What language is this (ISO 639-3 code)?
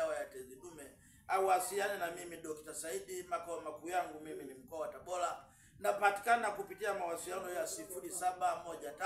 swa